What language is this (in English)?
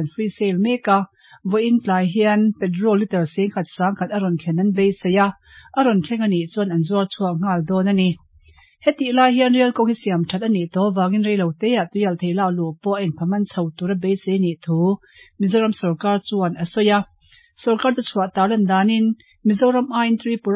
Mizo